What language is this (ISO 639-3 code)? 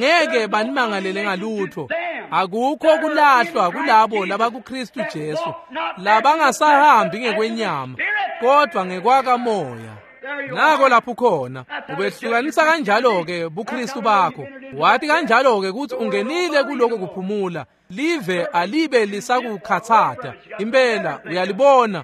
ssw